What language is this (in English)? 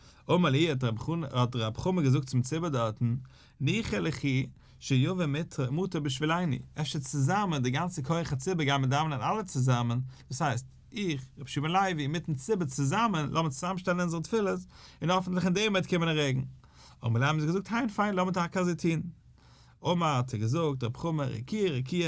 Yiddish